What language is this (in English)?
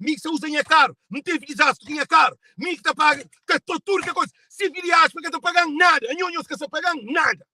Kabuverdianu